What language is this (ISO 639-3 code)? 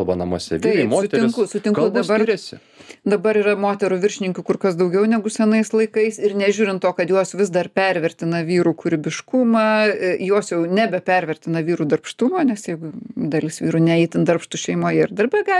lit